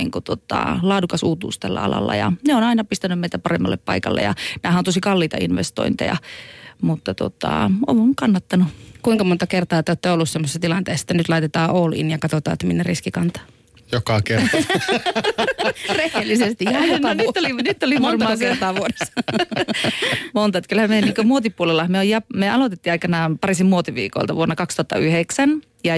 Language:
Finnish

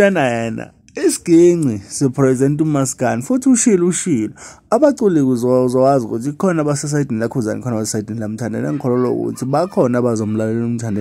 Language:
Zulu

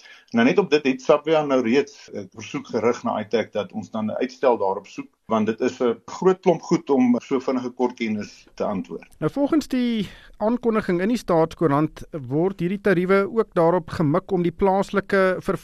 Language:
Afrikaans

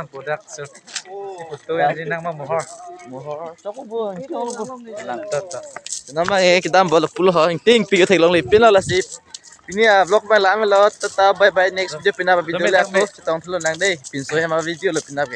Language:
Karbi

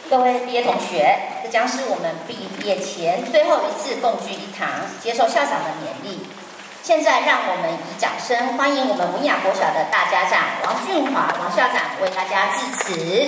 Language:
Chinese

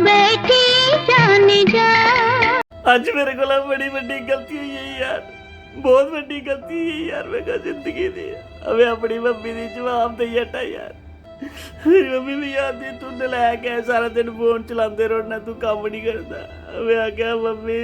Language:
Dogri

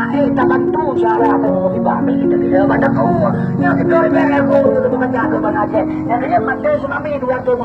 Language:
Achinese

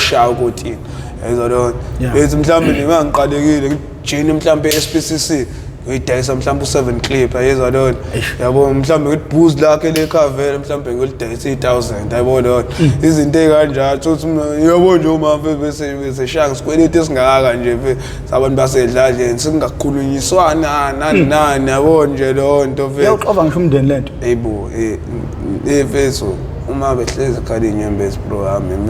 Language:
Zulu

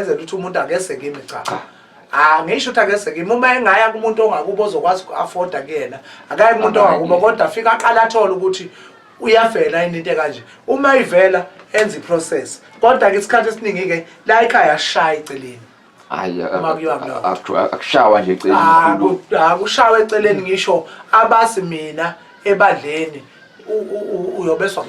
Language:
Zulu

